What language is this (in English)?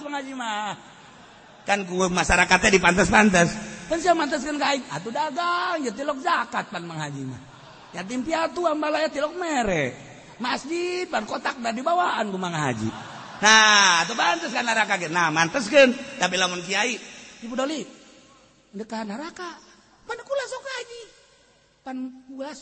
Sundanese